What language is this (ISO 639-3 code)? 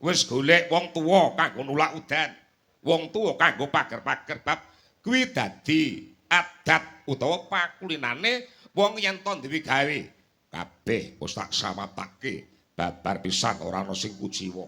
jav